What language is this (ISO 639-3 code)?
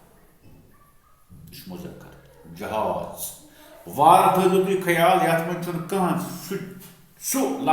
kas